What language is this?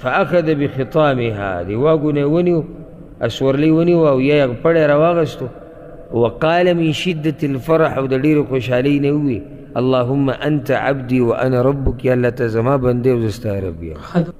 Pashto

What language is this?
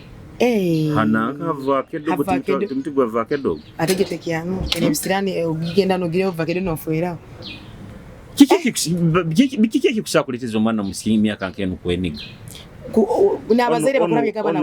Nyoro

